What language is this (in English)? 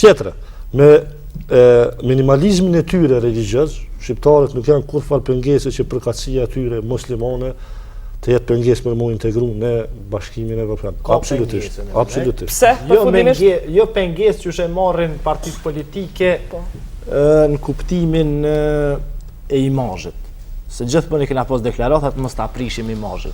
Albanian